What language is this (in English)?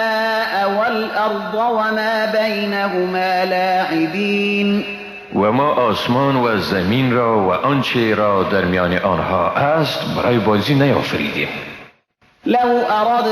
Persian